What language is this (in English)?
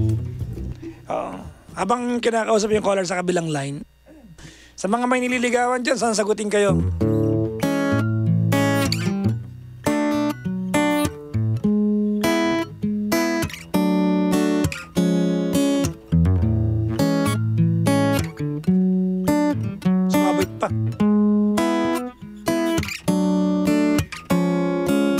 Filipino